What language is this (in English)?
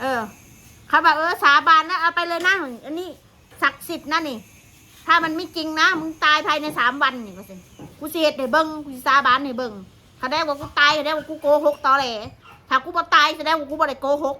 Northeastern Thai